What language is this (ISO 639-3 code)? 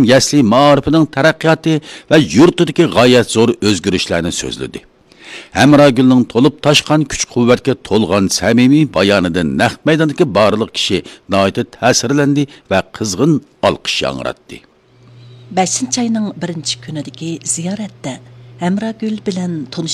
uig